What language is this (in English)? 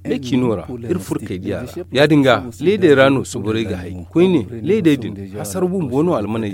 Zarma